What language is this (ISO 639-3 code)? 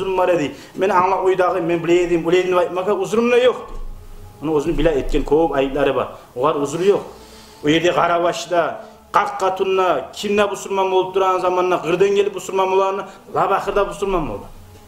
kum